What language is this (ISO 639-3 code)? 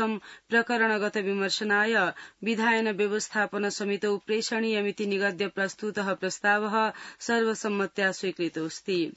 san